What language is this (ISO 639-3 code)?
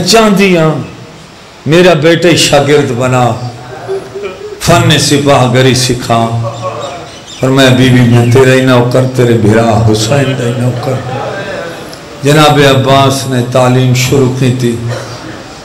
urd